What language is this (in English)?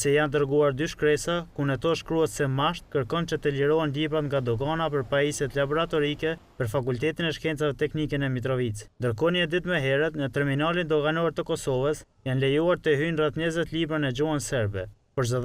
Albanian